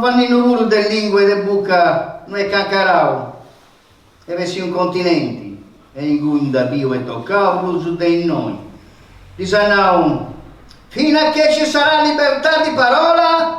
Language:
Sardinian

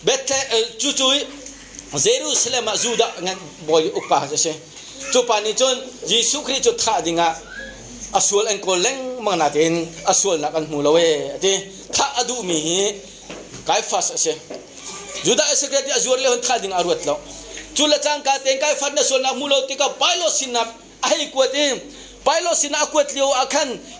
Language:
Hakha Chin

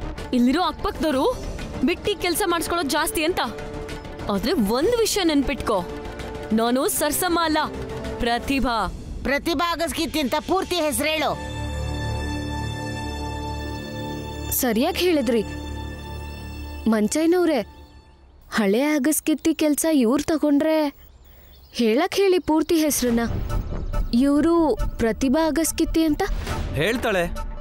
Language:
Kannada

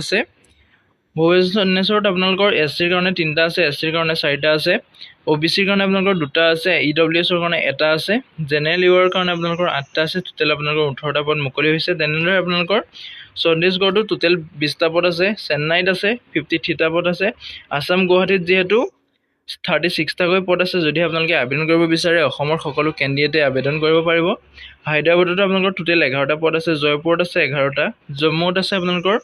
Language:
Assamese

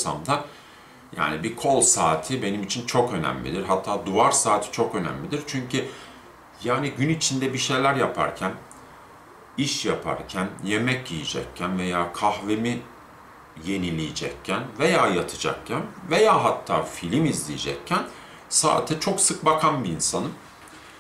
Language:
Turkish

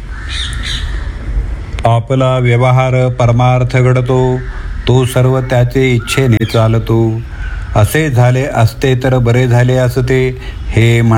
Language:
Marathi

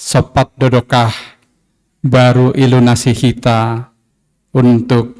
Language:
Batak Simalungun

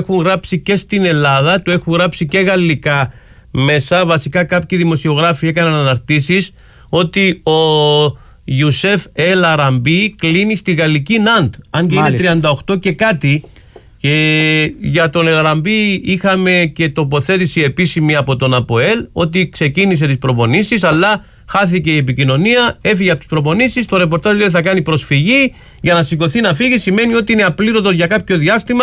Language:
Greek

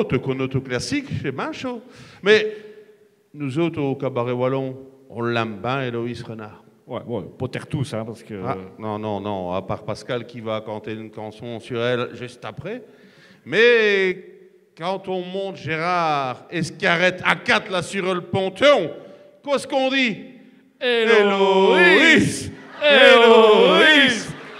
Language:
Picard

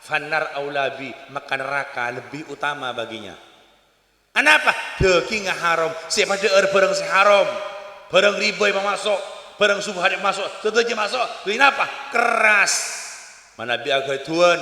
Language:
Madurese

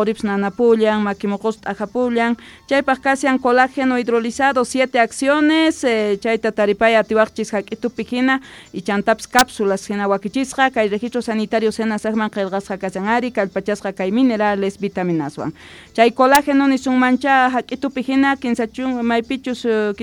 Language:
Quechua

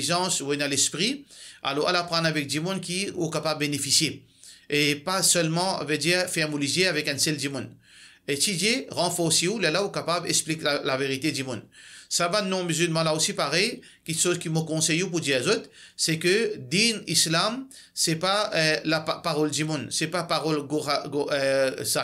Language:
Morisyen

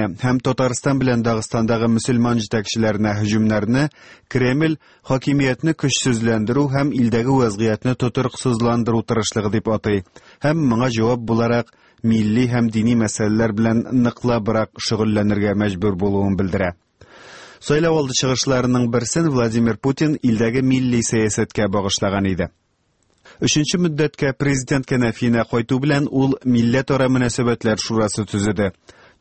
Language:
Tatar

